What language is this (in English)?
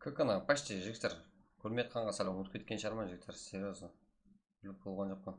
Kara-Kalpak